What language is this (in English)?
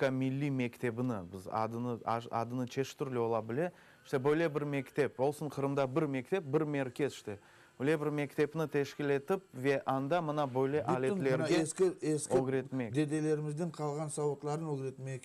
Crimean Tatar